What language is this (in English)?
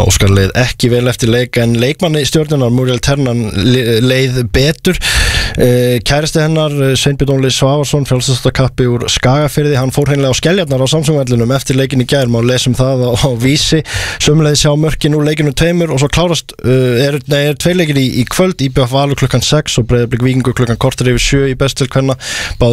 Icelandic